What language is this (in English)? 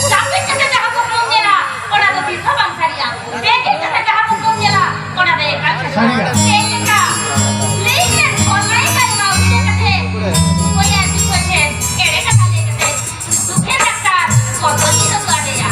Santali